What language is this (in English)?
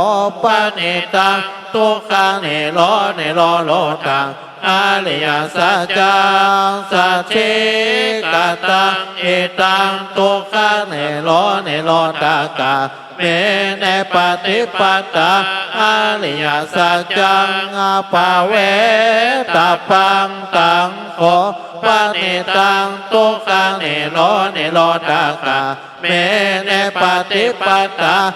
Pali